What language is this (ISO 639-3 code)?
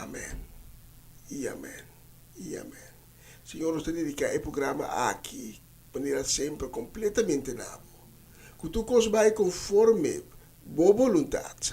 pap